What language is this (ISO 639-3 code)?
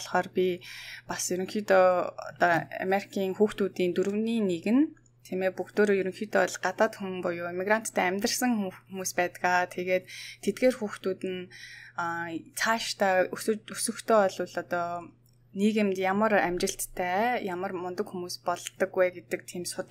mon